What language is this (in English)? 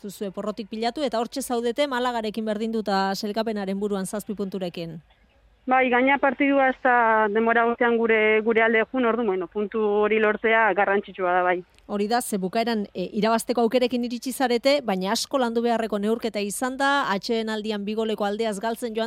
Basque